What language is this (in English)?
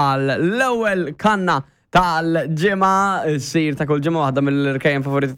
Maltese